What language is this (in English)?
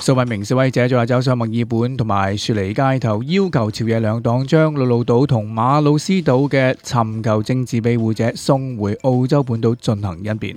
Cantonese